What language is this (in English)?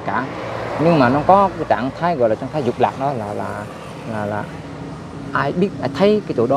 Vietnamese